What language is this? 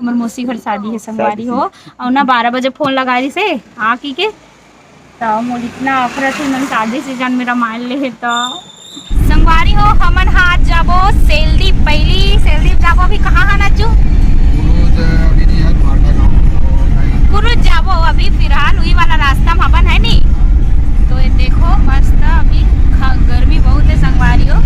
Chhattisgarhi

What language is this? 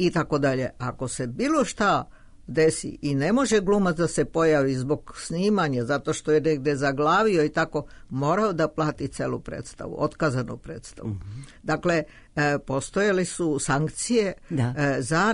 Serbian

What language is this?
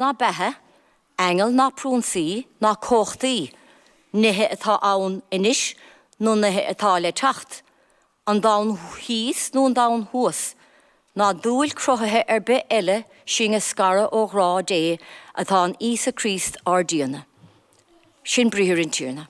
Irish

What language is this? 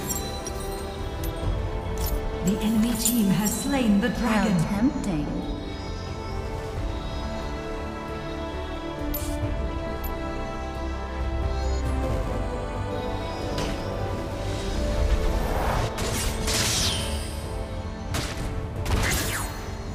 English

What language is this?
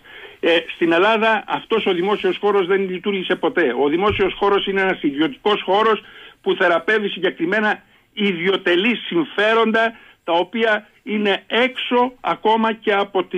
Greek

